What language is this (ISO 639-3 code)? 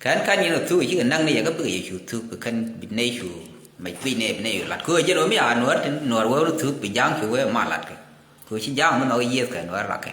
nus